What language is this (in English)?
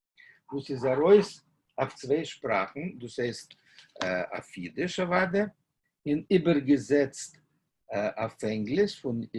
Yiddish